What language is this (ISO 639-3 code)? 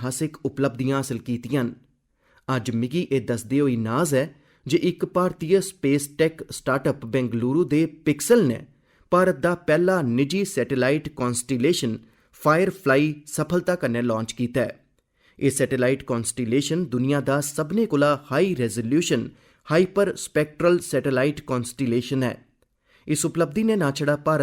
doi